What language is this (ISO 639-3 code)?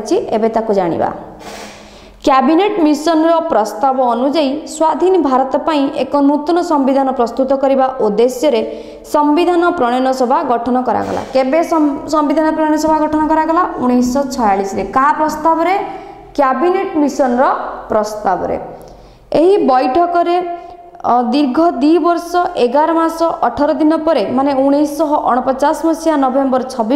ori